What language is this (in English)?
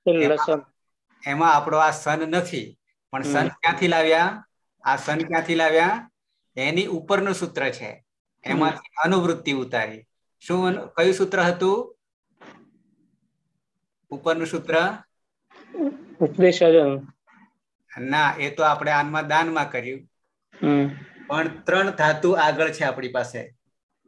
Gujarati